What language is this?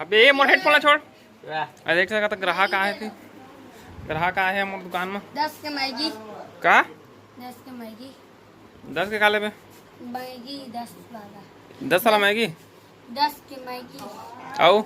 Chhattisgarhi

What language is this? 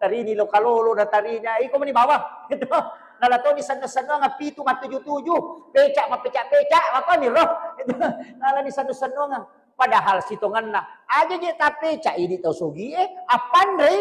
Buginese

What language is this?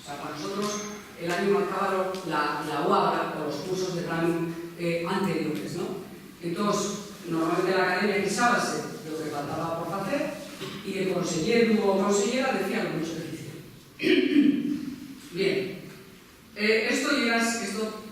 Asturian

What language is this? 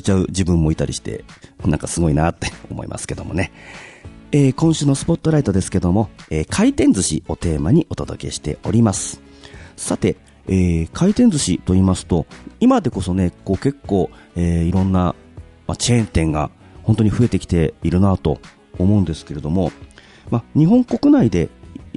Japanese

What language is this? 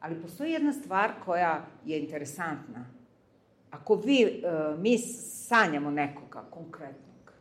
Serbian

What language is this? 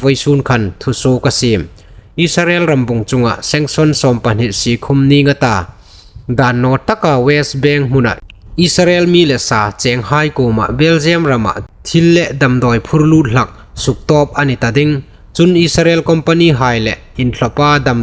Hmar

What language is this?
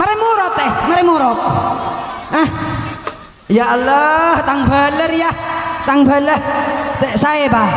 Madurese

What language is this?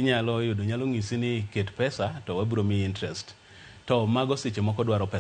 Luo (Kenya and Tanzania)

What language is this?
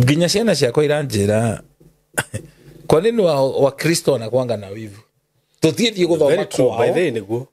Kikuyu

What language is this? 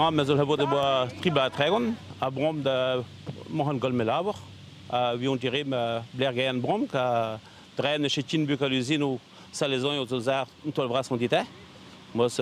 Breton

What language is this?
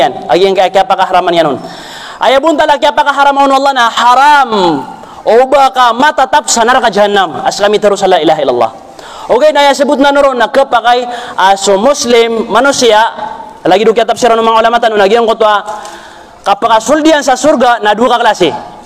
Maranao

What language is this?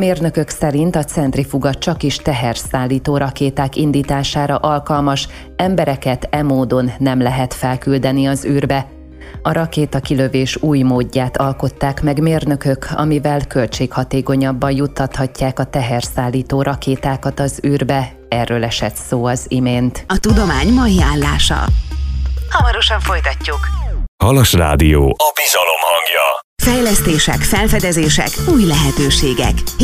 Hungarian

